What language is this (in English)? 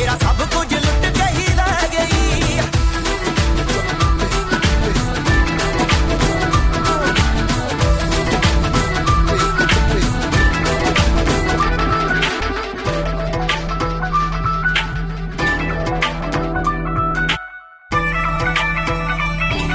Punjabi